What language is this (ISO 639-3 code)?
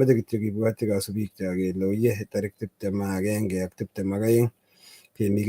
kln